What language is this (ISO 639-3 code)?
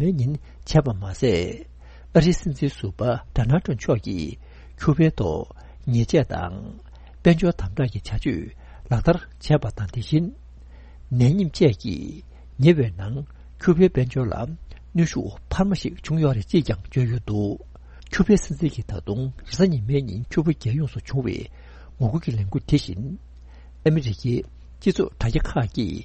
bod